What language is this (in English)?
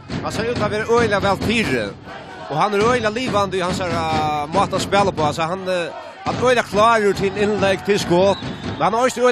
Faroese